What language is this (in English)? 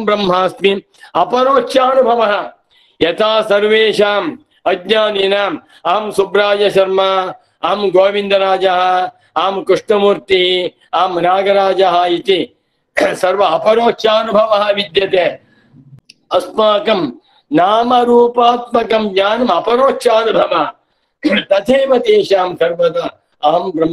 Sanskrit